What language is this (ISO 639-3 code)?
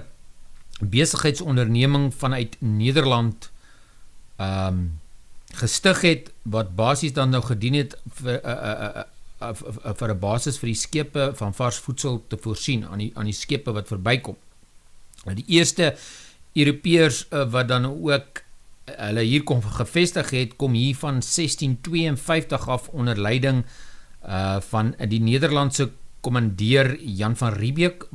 afr